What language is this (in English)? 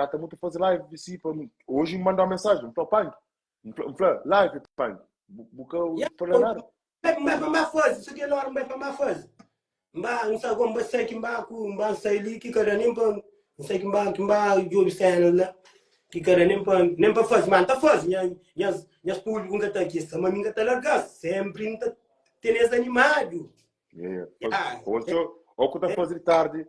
Kabuverdianu